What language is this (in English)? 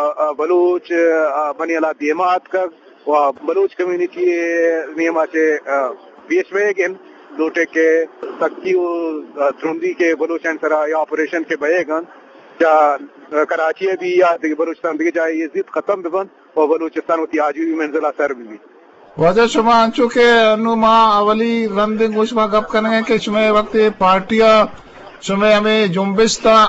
Eastern Balochi